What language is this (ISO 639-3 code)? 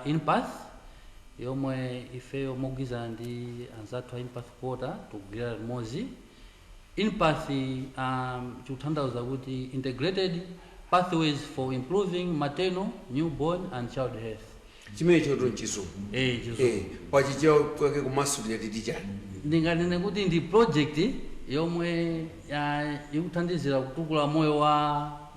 nya